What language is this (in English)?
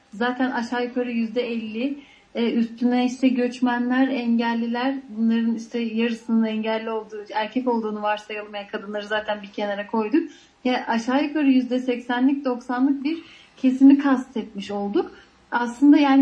Turkish